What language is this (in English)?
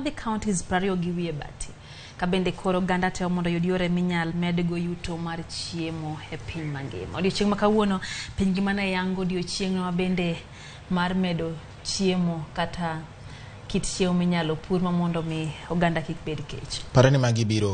Luo (Kenya and Tanzania)